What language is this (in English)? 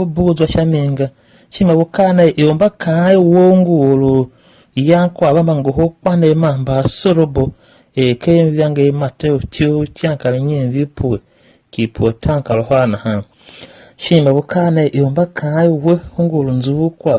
Tiv